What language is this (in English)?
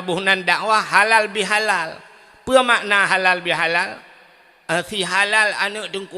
Achinese